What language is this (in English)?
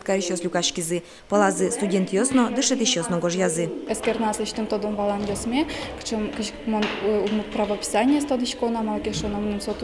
Udmurt